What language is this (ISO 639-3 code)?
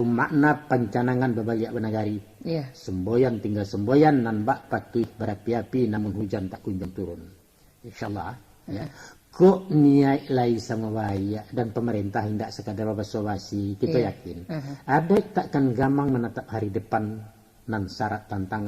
min